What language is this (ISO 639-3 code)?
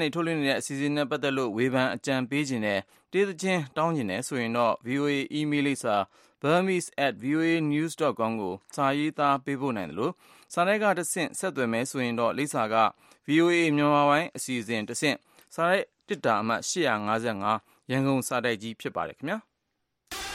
mya